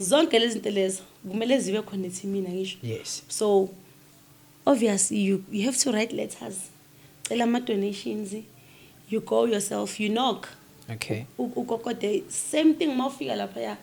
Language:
Zulu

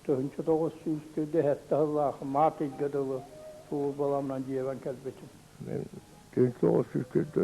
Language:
Yakut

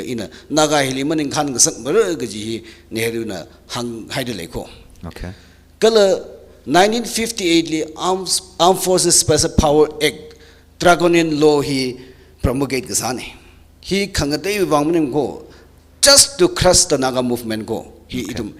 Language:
Tangkhul Naga (India)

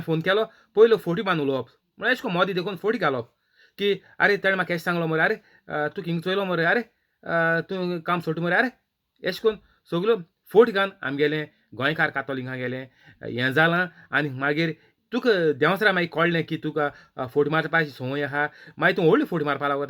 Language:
Konkani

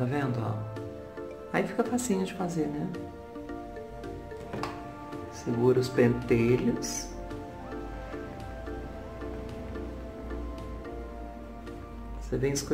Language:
Portuguese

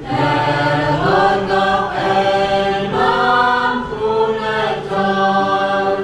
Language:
Central Mnong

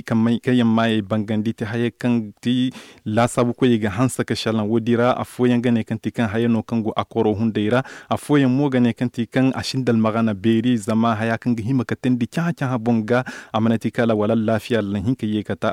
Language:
Zarma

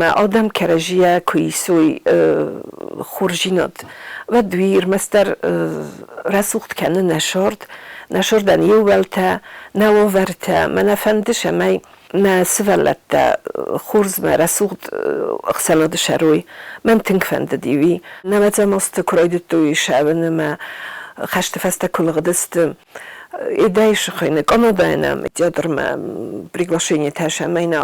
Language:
Ossetic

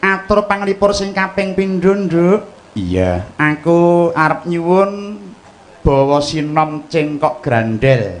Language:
Javanese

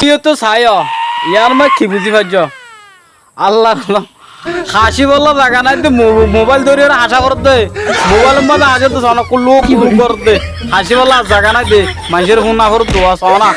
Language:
Rohingya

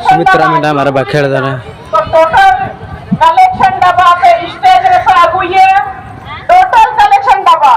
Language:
Santali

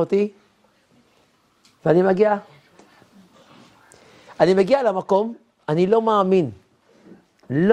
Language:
Hebrew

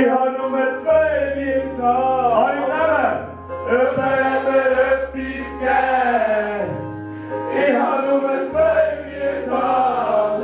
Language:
Swiss German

